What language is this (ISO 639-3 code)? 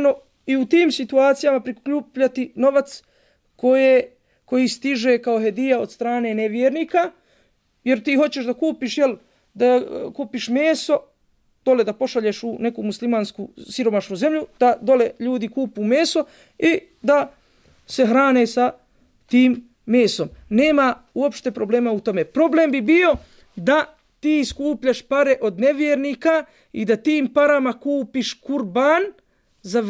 bos